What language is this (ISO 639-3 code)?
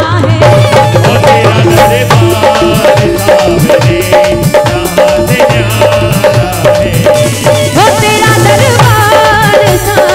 hin